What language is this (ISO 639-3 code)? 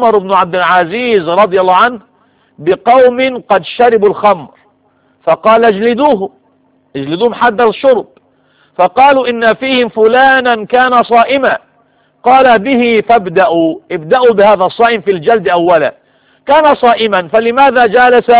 ara